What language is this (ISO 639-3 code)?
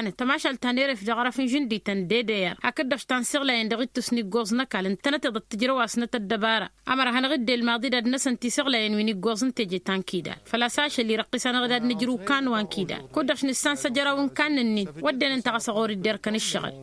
taq